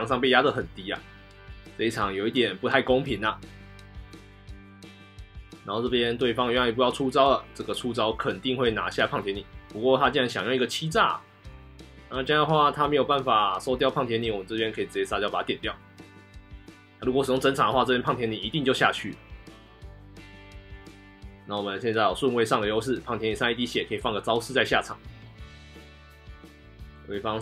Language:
Chinese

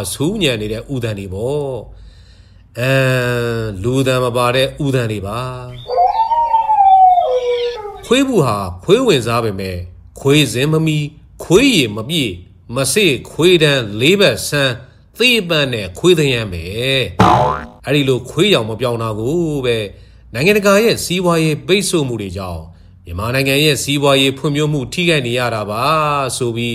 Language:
Burmese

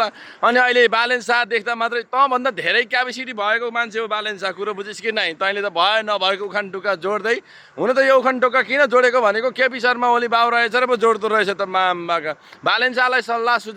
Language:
Nepali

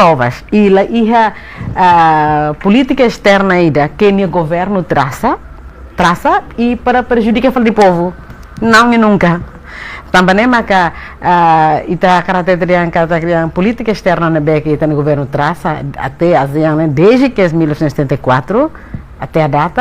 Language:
Tetum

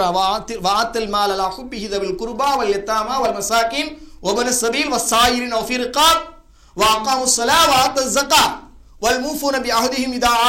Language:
Tamil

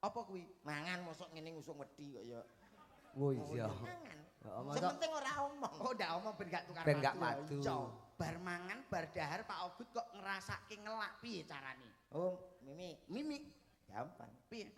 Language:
Javanese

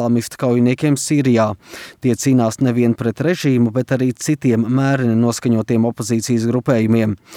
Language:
Latvian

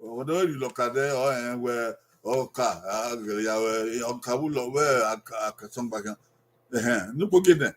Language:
Bini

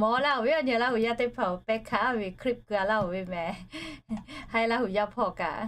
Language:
Lahu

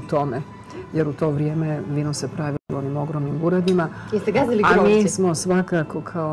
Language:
Bosnian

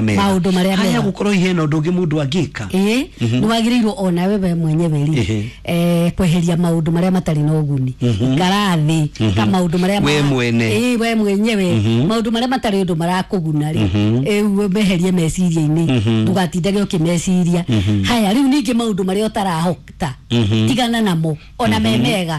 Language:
Kikuyu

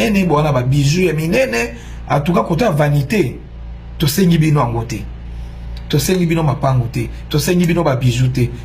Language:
Lingala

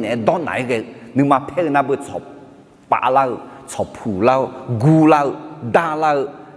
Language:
Akha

